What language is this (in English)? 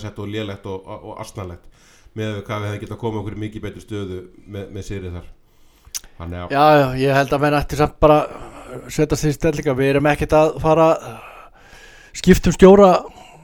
Icelandic